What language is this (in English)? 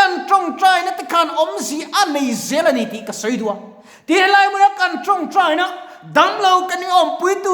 Mizo